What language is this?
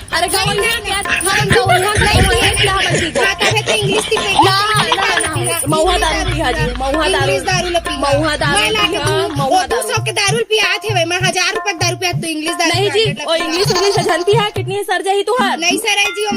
Chhattisgarhi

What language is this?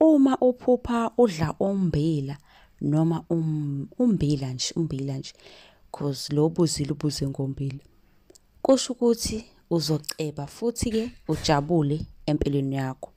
Zulu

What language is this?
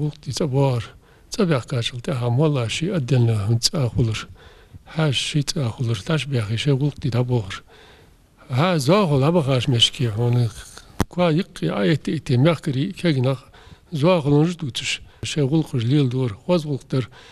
Ingush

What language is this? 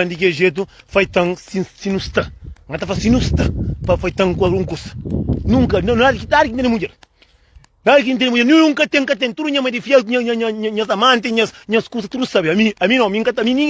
Kabuverdianu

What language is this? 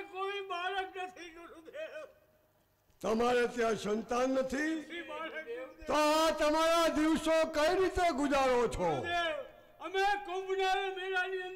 Gujarati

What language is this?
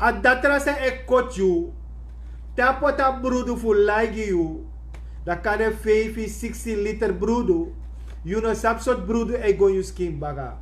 Sranan Tongo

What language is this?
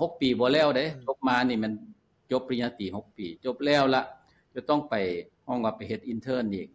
Lao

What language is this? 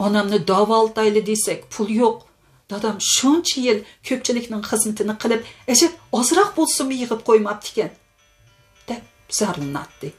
Uyghur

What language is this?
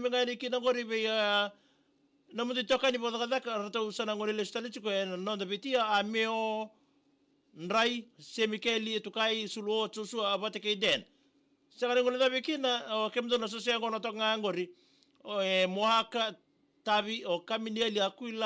Fijian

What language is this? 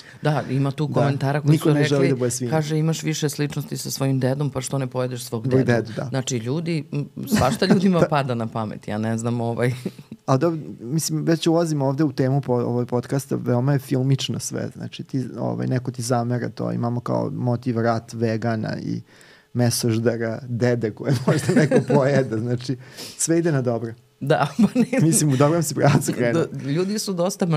Serbian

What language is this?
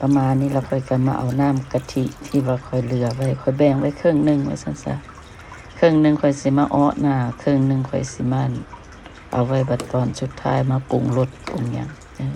Lao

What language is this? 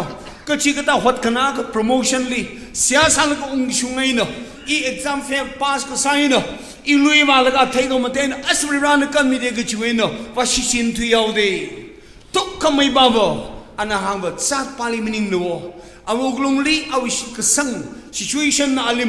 Tangkhul Naga (India)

